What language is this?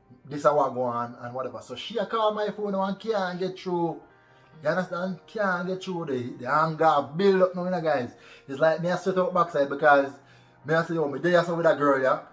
Jamaican Creole English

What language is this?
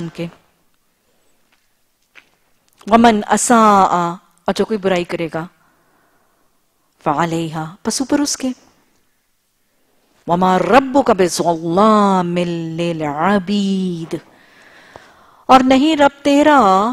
Urdu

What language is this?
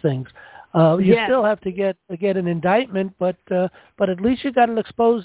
English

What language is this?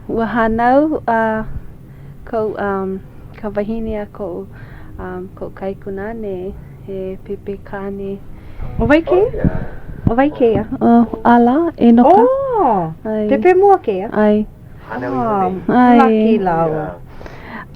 Hawaiian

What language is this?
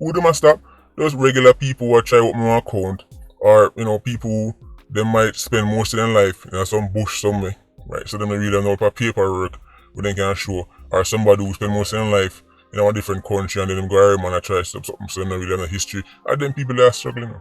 Jamaican Creole English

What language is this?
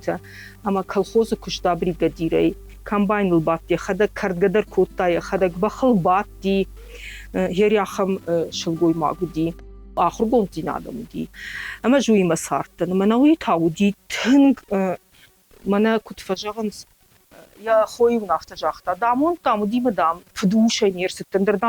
Ossetic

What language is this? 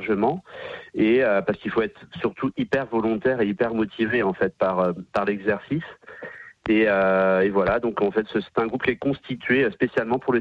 French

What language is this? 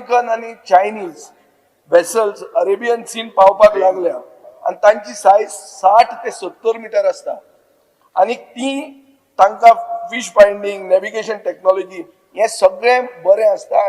Konkani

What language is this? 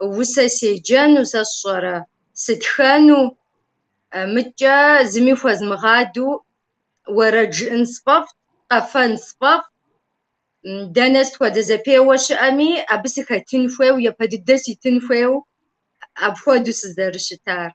Kabardian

